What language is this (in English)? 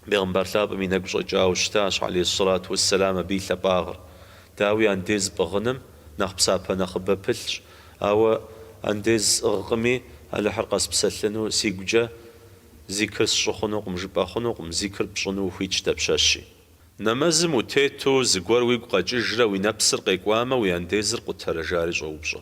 Kabardian